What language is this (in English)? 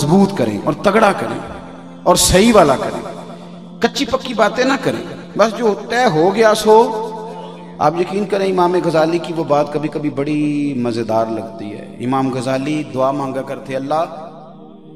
Urdu